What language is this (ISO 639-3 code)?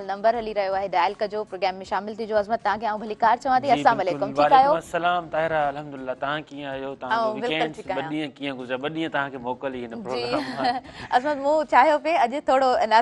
snd